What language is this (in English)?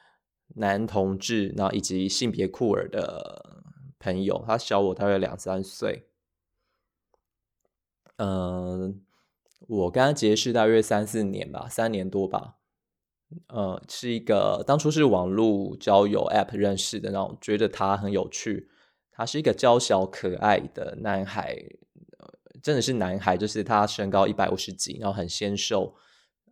Chinese